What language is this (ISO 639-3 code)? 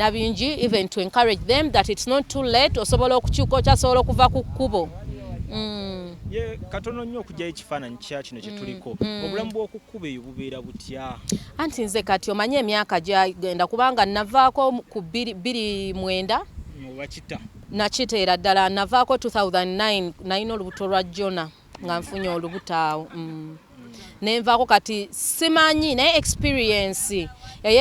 lug